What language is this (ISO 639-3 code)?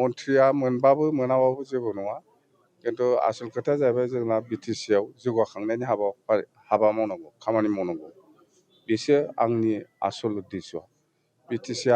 brx